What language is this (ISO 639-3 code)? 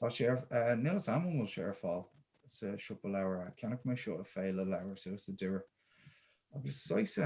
gle